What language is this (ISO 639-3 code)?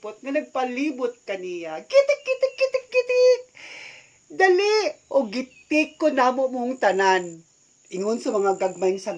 ceb